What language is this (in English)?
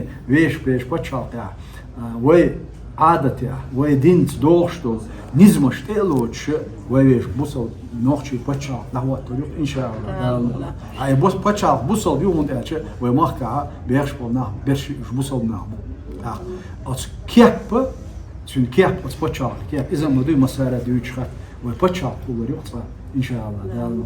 Chechen